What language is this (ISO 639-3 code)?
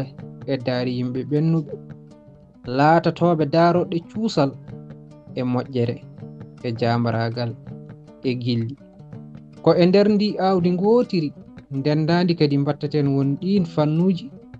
ful